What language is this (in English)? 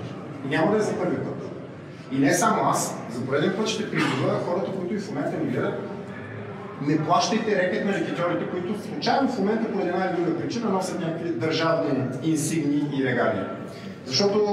Bulgarian